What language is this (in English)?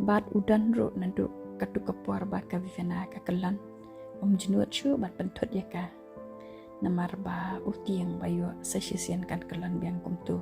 Khasi